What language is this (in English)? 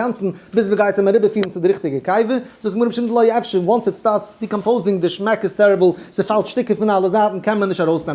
Yiddish